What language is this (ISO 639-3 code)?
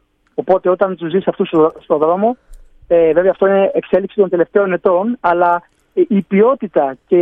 ell